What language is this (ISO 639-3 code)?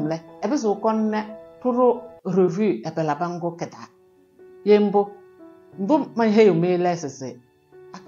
kbp